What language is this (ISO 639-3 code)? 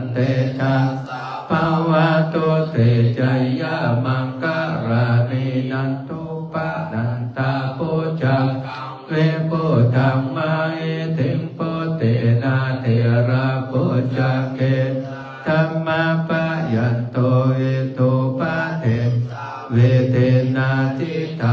pli